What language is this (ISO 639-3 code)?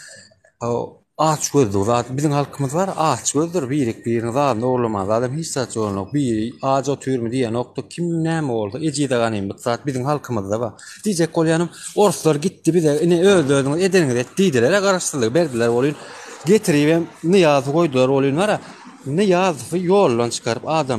tuk